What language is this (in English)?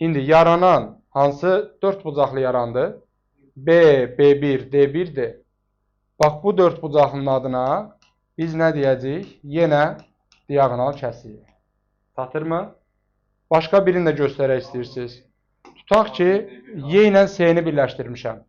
Azerbaijani